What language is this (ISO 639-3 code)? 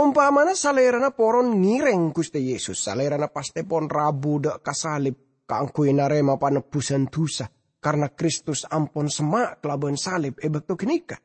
mad